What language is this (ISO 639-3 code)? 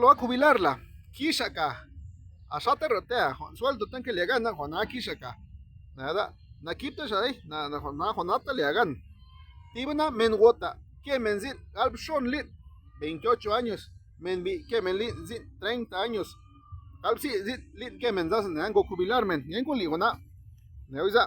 zap